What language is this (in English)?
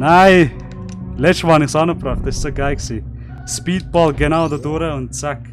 Swiss German